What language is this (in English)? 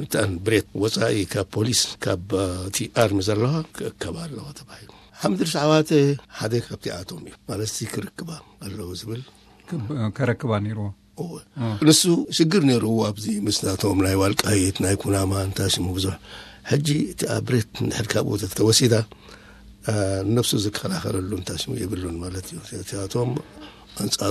Tigrinya